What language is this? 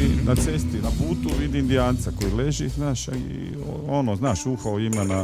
Croatian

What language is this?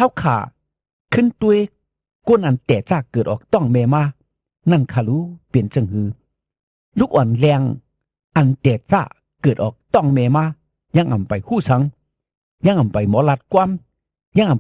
Shan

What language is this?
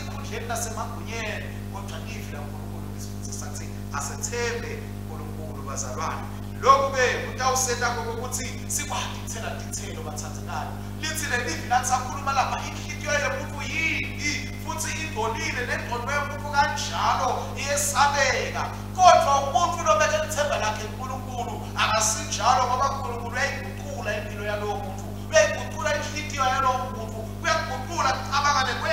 Swati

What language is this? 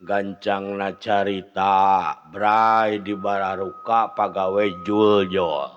Sundanese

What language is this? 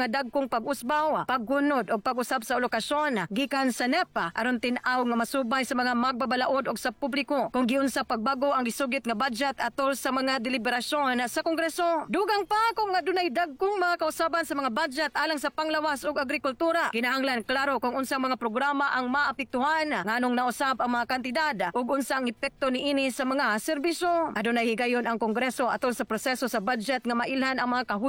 Cebuano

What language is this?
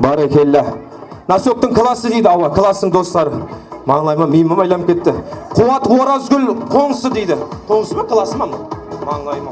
Kara-Kalpak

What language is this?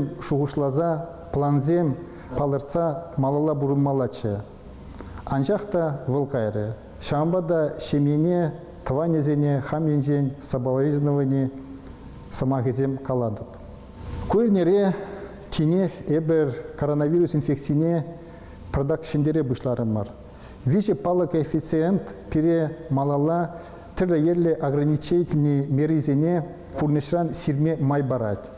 Chuvash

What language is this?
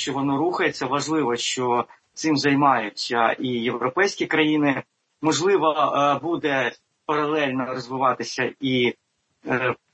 Ukrainian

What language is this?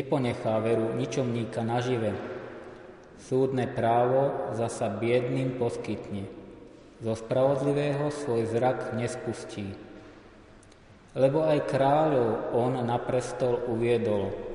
Slovak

